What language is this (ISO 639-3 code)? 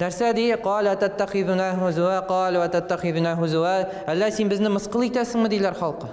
tat